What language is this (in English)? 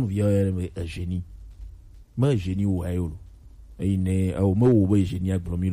Gen